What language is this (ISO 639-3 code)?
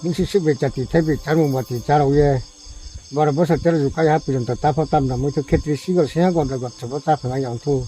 ria